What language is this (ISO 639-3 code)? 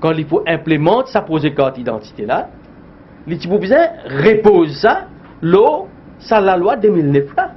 mfe